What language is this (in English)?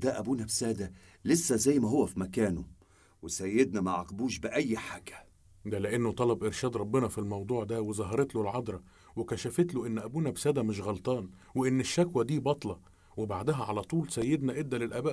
Egyptian Arabic